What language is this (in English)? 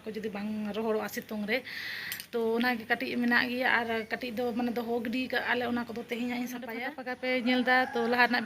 Santali